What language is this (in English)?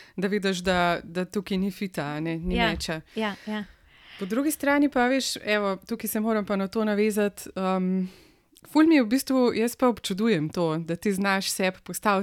Slovenian